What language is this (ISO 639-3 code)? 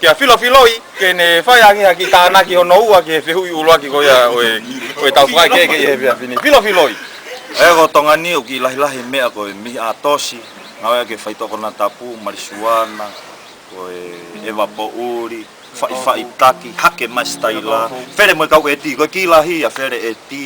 ton